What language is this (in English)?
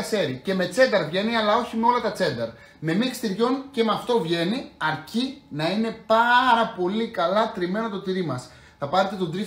Greek